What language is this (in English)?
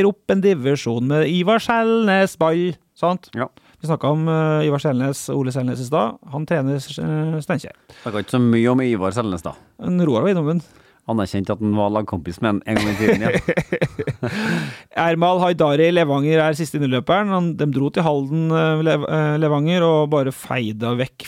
Norwegian